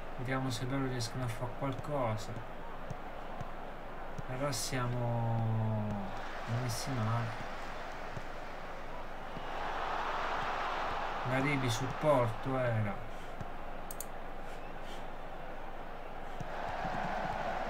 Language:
Italian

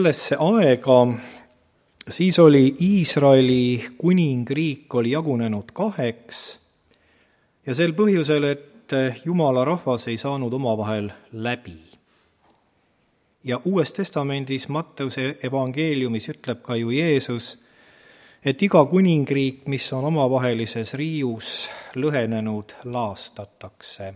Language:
Estonian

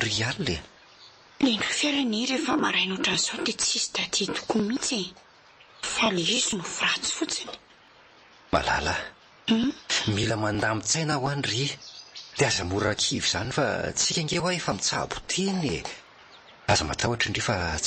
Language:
Malagasy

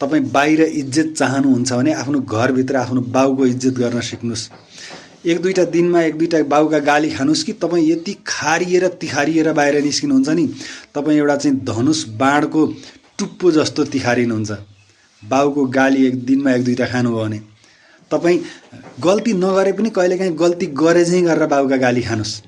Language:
Nepali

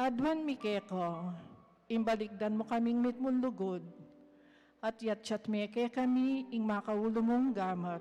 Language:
Pampanga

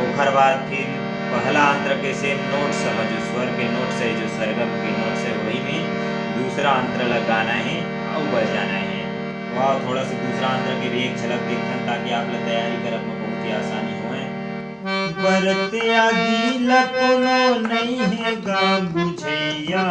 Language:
Chhattisgarhi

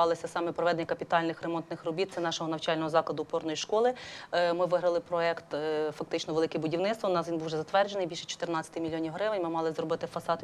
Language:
Ukrainian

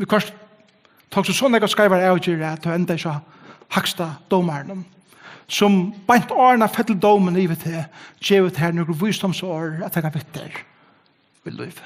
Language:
Faroese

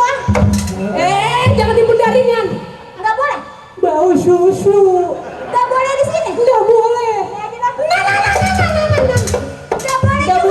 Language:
Betawi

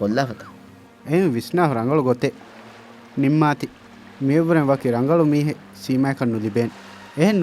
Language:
Divehi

